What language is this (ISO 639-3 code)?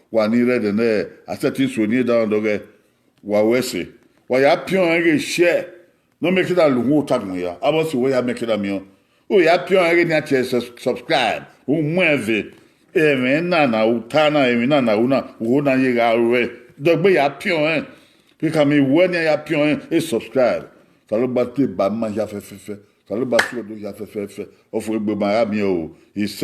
bin